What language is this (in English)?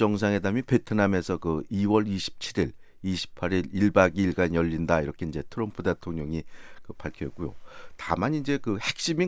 Korean